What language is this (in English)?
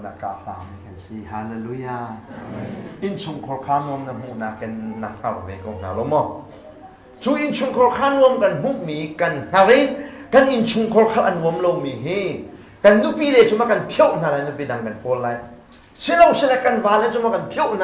Hakha Chin